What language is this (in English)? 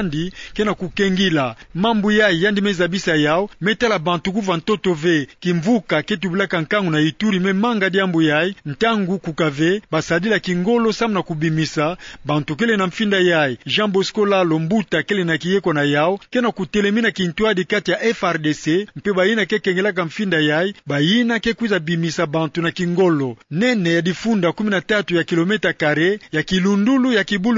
Kituba (Democratic Republic of Congo)